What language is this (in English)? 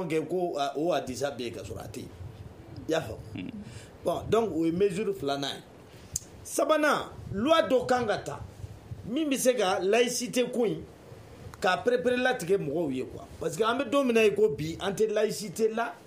Bambara